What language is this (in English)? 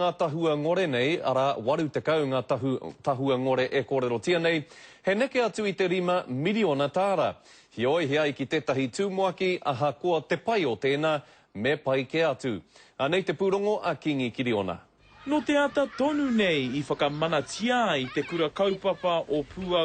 Māori